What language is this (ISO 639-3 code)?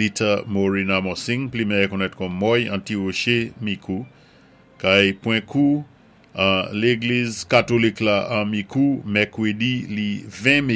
acf